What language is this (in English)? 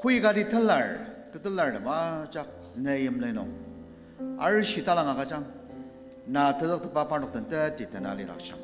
Ao Naga